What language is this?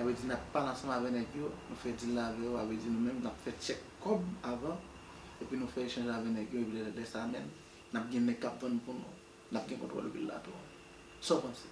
Haitian Creole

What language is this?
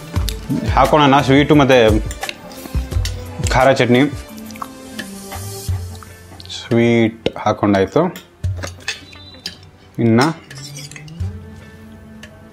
Kannada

